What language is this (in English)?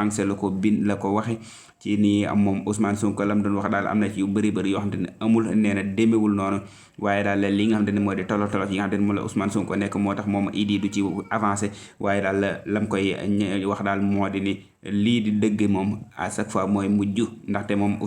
Wolof